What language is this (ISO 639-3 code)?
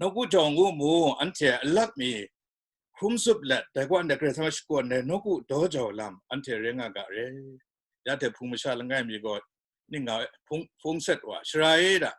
kac